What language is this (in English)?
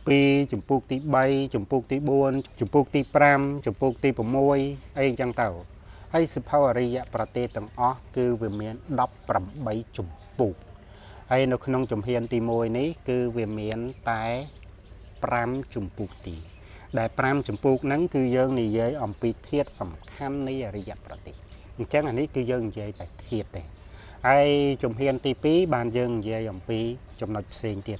Khmer